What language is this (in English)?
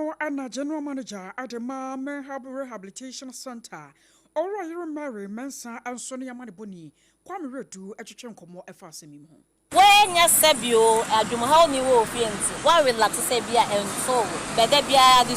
Akan